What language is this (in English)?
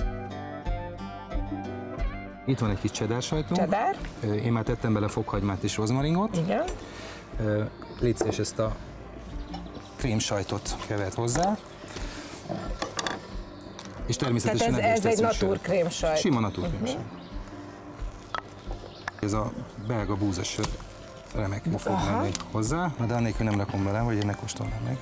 Hungarian